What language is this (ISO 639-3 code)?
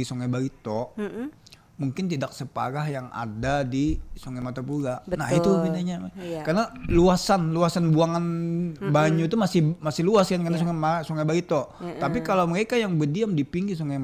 bjn